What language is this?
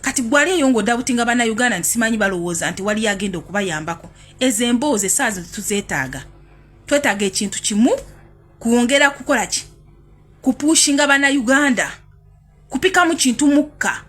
Ganda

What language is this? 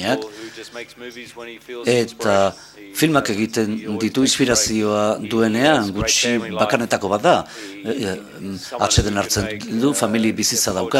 Basque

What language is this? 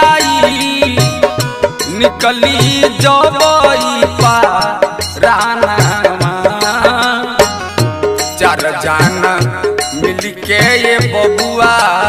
Bhojpuri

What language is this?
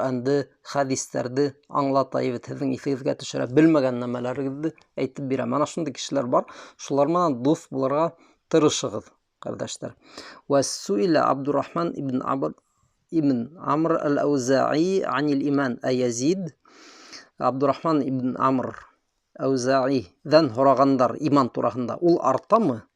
Bashkir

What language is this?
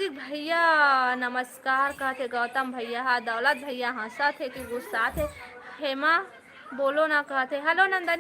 Chhattisgarhi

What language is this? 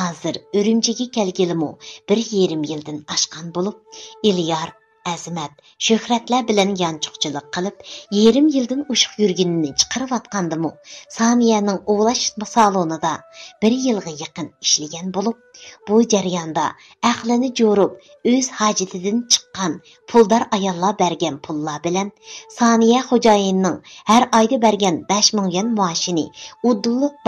Uyghur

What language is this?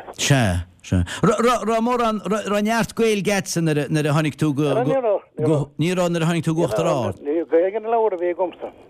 Irish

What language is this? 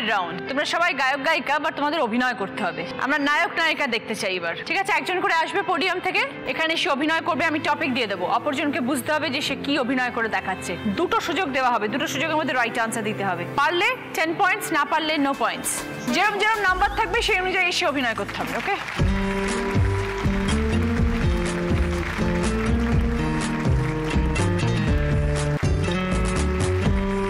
Bangla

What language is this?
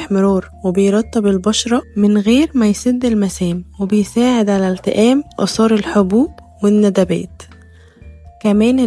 Egyptian Arabic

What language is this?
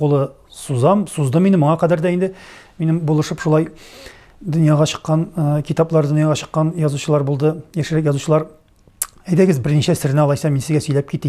Tatar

